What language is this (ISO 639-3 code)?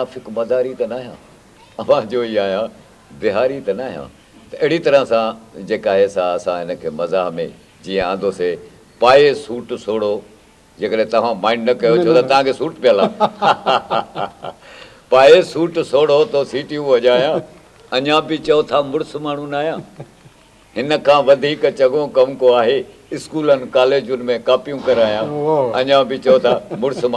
snd